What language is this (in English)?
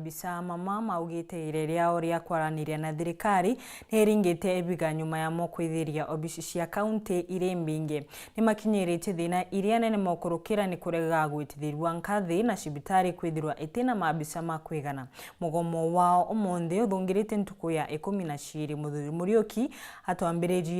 Meru